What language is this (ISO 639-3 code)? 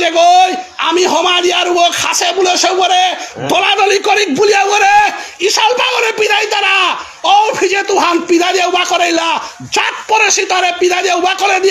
bpy